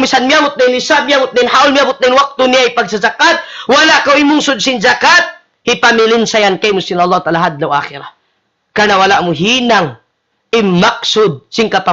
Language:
Tausug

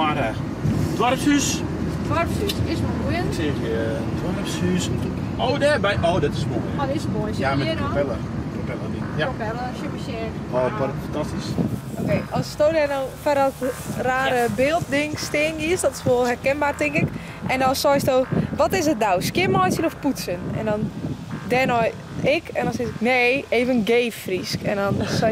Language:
Western Frisian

